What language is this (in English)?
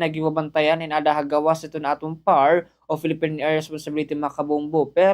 Waray